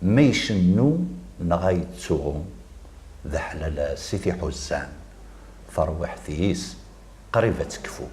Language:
Kabyle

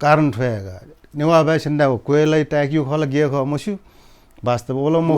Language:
Newari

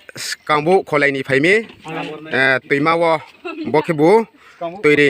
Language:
Riang (India)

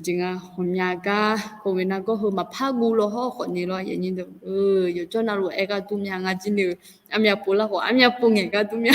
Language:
Akha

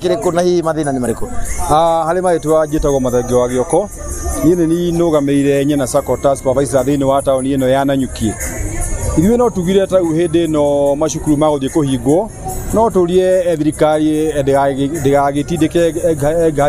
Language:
Kikuyu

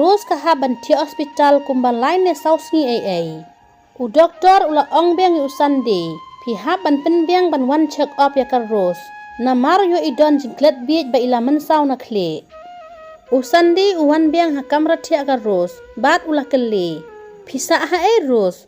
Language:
Khasi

